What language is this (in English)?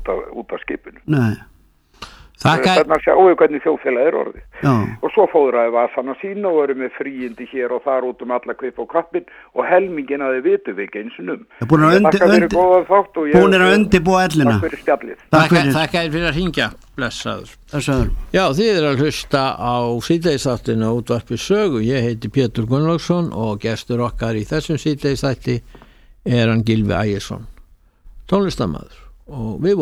Icelandic